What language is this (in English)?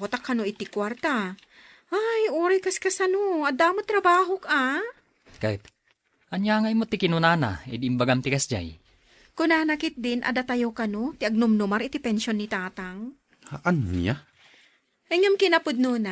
Iloko